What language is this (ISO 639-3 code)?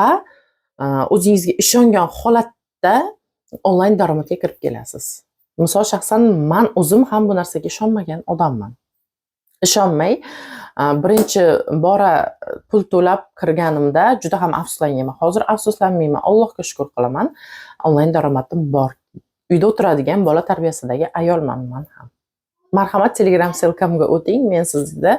uzb